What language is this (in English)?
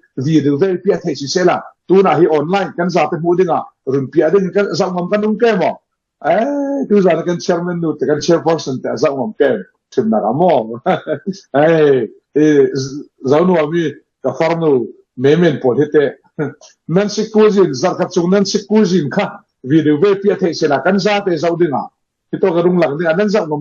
Falam Chin